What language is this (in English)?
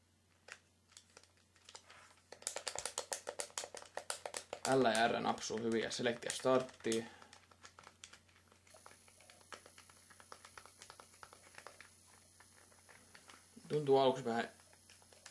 Finnish